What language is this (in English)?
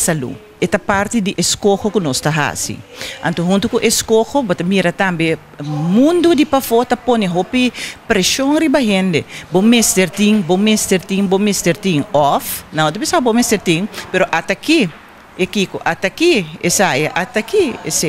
Papiamento